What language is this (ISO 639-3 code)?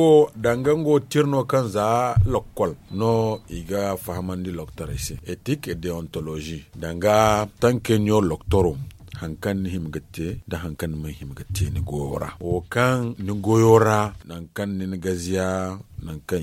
dje